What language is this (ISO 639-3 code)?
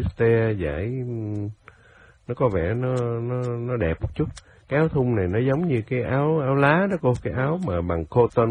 vie